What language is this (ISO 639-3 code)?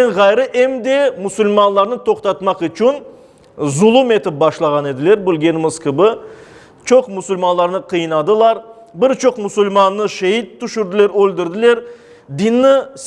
crh